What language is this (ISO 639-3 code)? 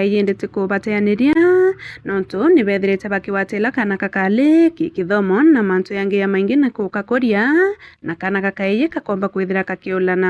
mer